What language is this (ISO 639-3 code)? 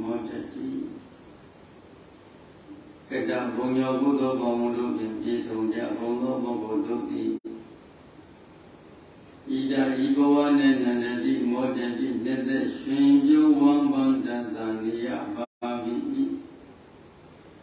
mya